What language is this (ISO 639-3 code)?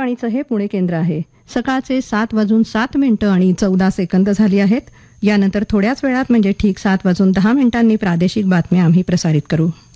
mar